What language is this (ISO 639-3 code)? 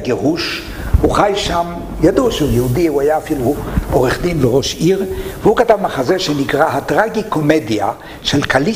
heb